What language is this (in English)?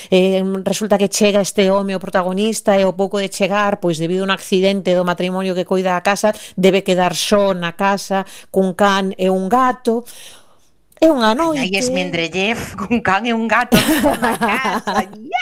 Galician